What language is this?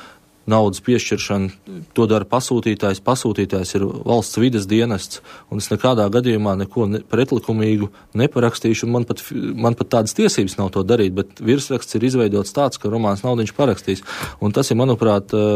Latvian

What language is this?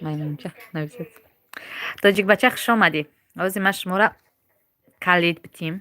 Tajik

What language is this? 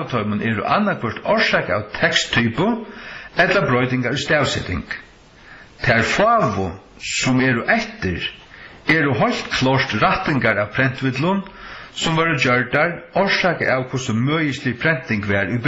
Faroese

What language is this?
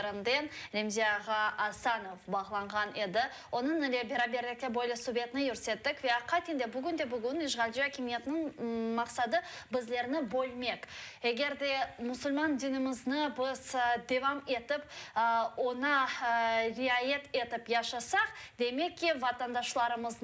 Crimean Tatar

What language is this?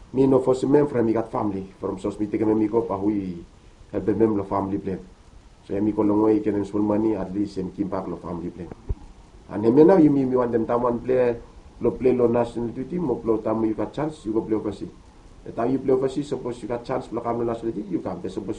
Bislama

